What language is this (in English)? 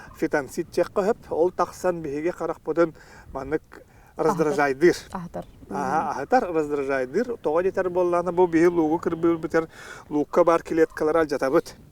Yakut